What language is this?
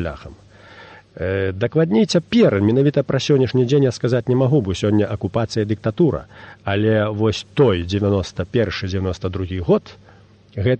Belarusian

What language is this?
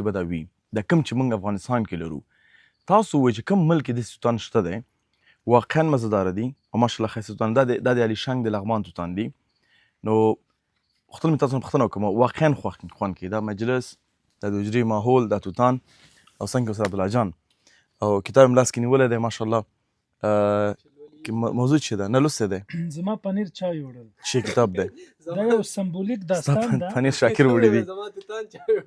Pashto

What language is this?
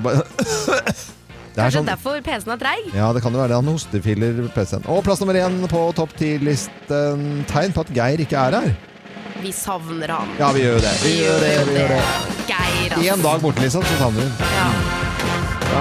Norwegian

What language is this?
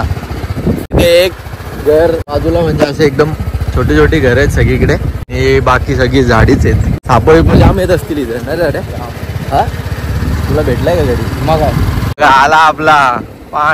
Marathi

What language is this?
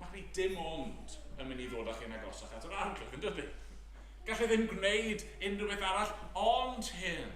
Welsh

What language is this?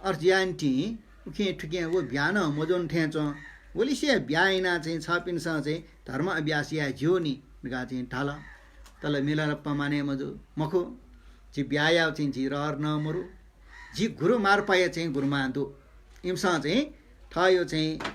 Newari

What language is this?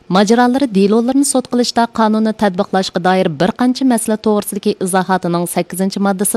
Uyghur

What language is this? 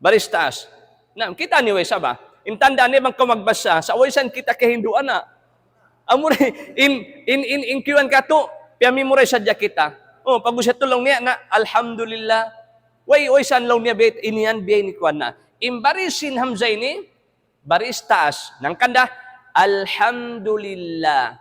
Tausug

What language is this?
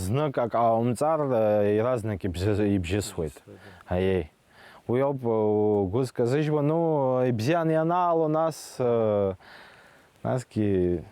Abkhazian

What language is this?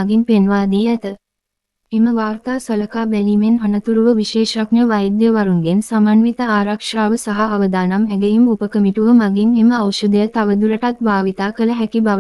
Sinhala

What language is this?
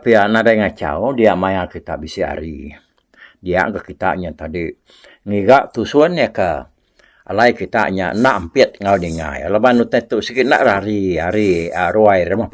Iban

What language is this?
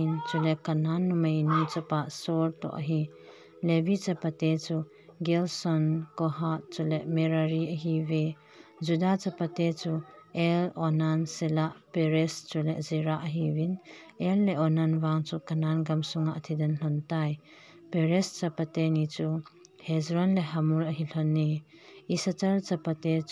Thado Chin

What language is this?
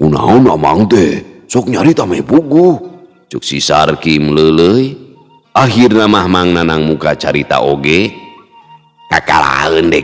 Sundanese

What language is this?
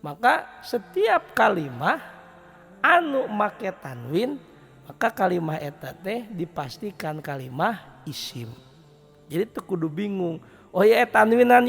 Sundanese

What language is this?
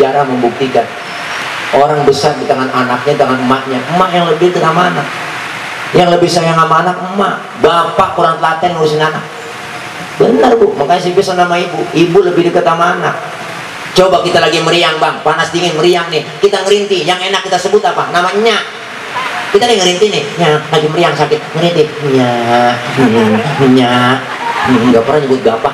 Betawi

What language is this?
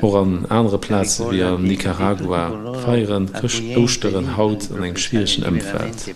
Luxembourgish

